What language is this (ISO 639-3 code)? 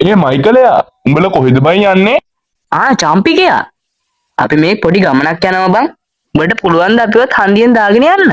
sin